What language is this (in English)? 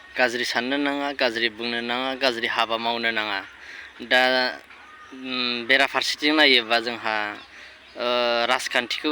Bodo